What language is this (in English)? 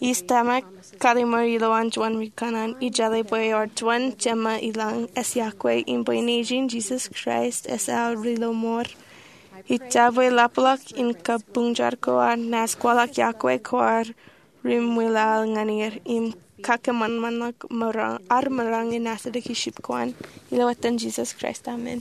Marshallese